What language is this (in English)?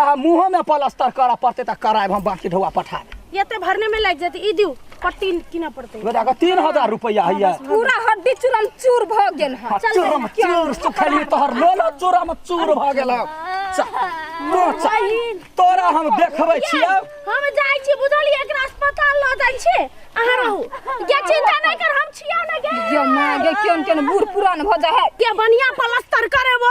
Maithili